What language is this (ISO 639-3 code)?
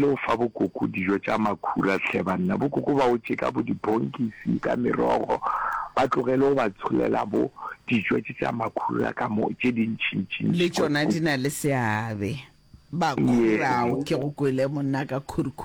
nso